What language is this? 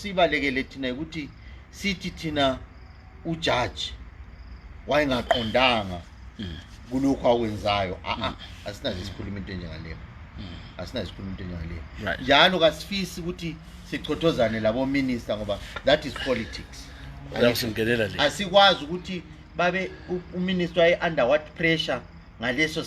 North Ndebele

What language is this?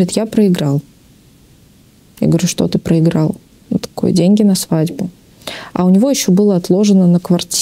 Russian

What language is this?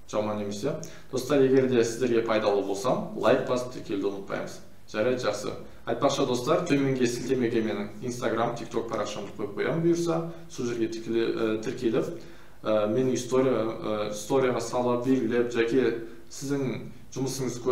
Kazakh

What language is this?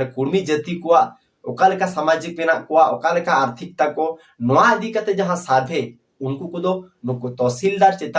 Santali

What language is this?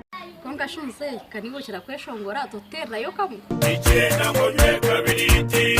Nyankole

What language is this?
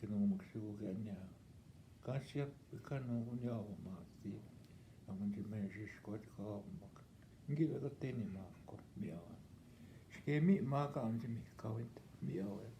Northwestern Ojibwa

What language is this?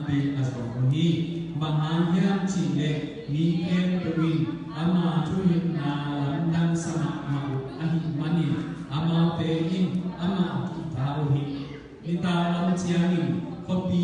Tedim Chin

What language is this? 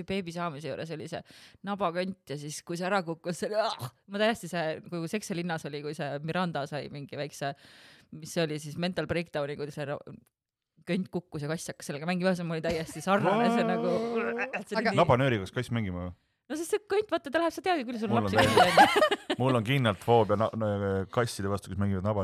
Estonian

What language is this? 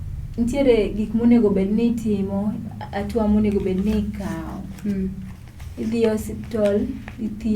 Luo (Kenya and Tanzania)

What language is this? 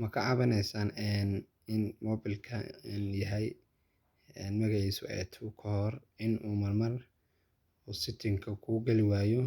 Somali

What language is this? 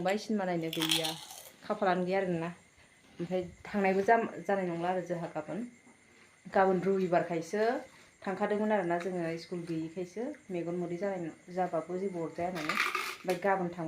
Bodo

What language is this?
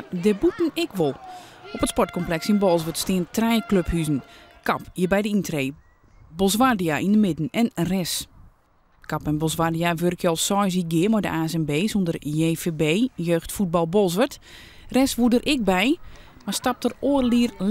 Western Frisian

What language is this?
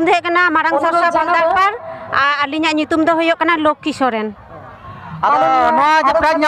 Santali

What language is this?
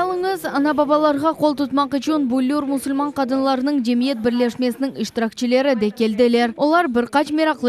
Crimean Tatar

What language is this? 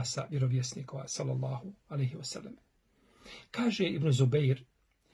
Bosnian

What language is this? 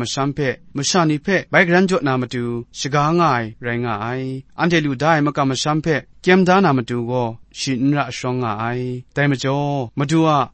Kachin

